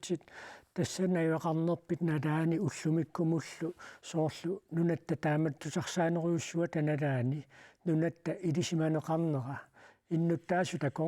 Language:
Kalaallisut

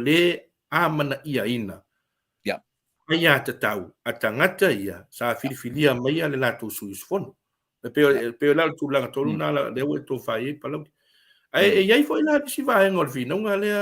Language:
Samoan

